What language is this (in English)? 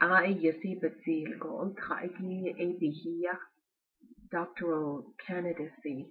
Navajo